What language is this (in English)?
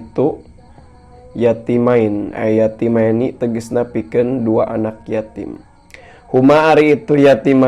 Sundanese